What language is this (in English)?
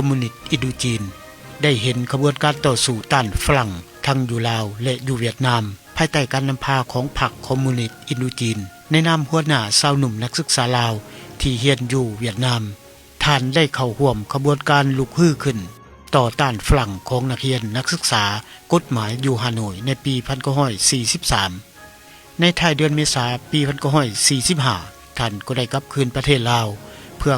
Lao